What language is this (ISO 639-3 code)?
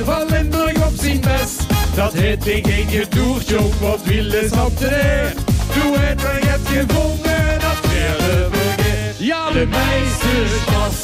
lim